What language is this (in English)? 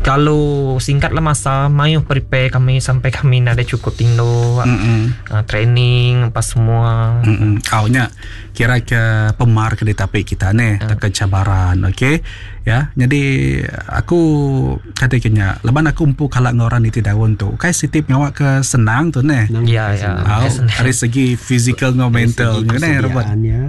Iban